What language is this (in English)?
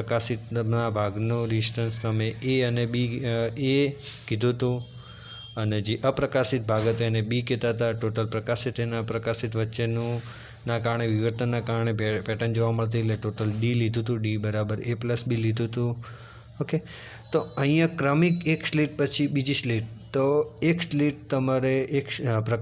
Gujarati